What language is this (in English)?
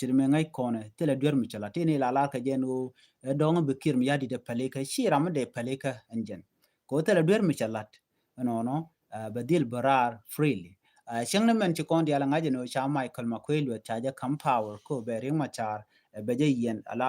Nuer